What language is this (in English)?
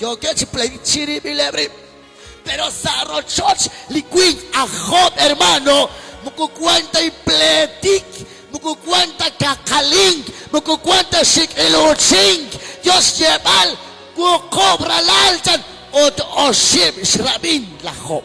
Kekchí